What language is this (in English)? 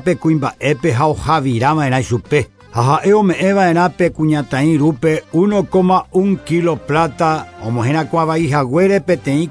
Guarani